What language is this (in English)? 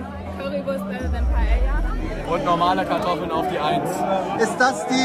German